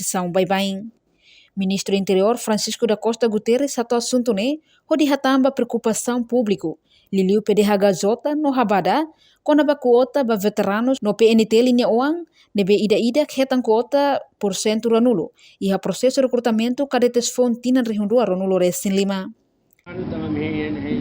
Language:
Tetum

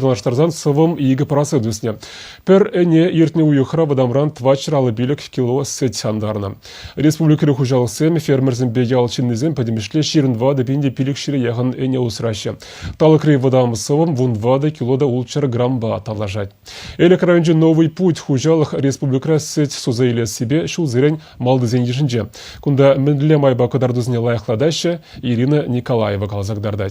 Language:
Chuvash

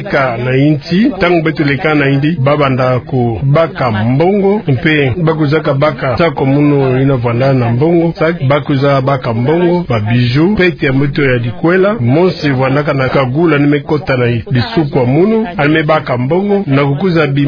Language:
Kituba (Democratic Republic of Congo)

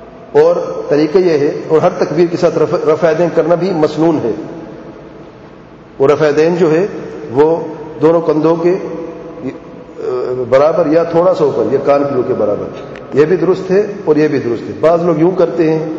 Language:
Urdu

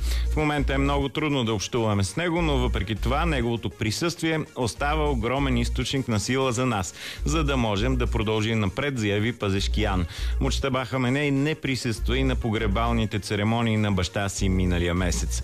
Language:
Bulgarian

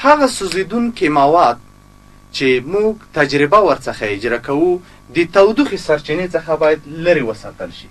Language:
Pashto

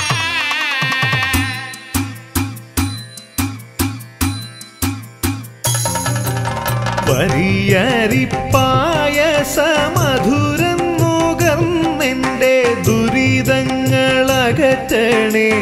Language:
Malayalam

